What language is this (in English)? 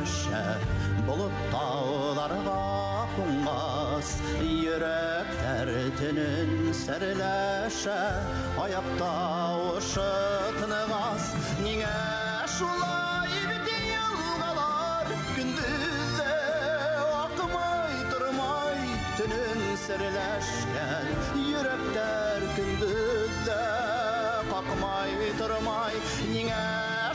Bashkir